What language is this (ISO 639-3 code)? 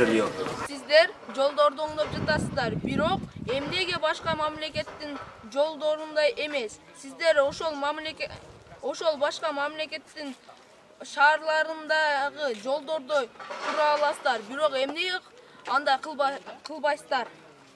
kir